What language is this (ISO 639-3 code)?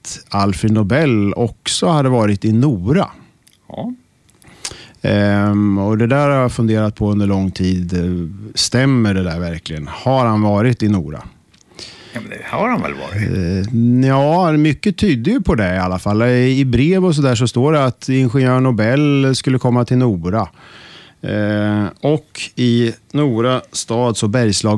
swe